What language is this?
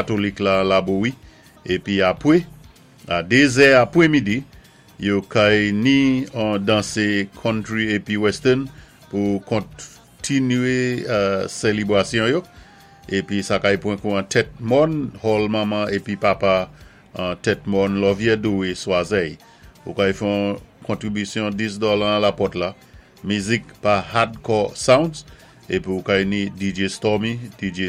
Saint Lucian Creole French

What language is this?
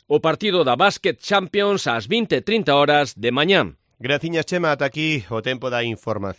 Galician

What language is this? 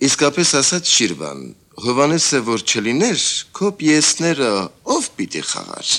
Armenian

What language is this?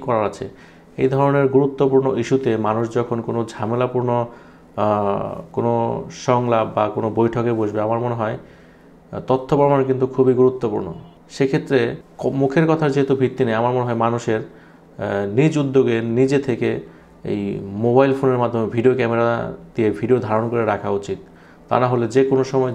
Bangla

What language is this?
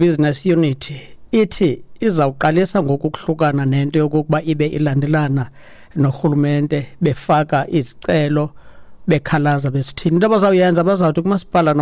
Xhosa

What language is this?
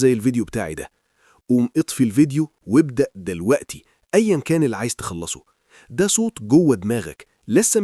Egyptian Arabic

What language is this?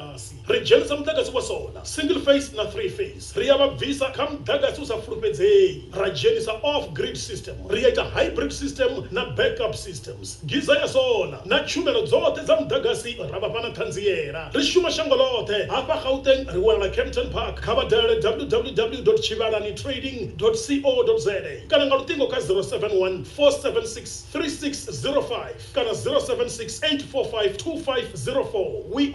Venda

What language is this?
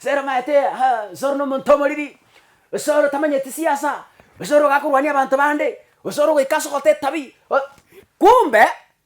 Gusii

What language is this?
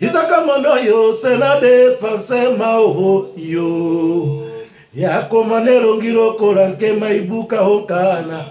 Lingala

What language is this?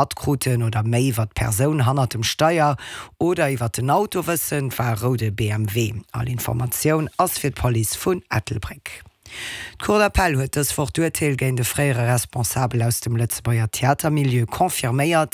Luxembourgish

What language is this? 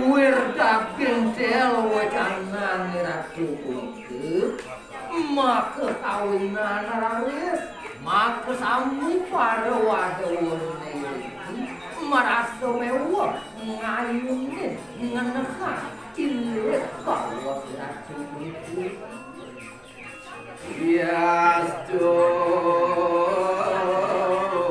Balinese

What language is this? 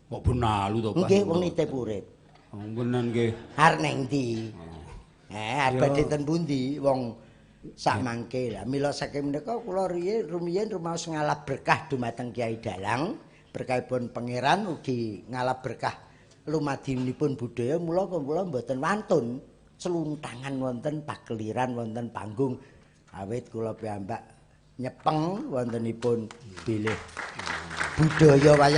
Javanese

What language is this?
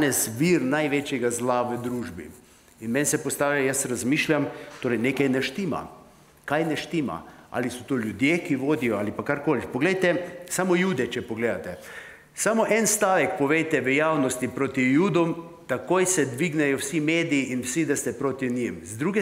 Slovenian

